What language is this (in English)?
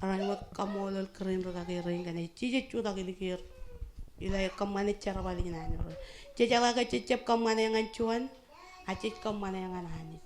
Marshallese